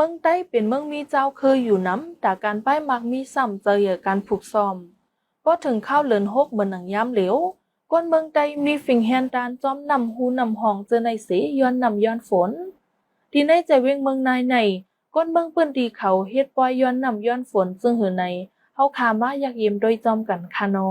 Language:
Shan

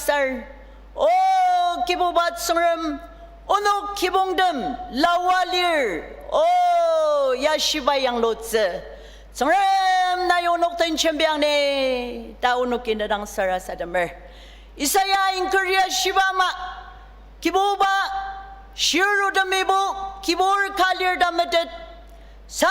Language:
Ao Naga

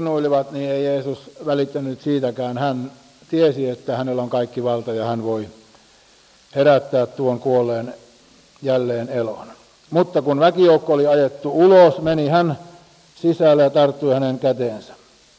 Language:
Finnish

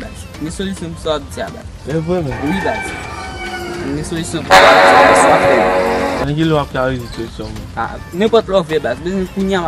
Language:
Haitian Creole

